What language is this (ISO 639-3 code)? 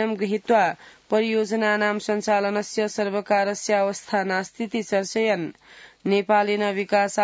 san